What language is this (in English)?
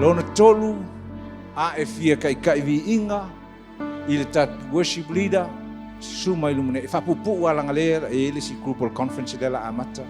Samoan